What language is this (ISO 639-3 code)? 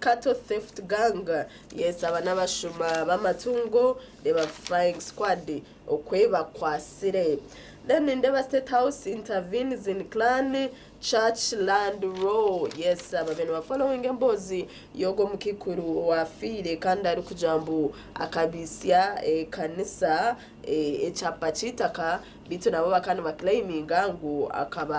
nyn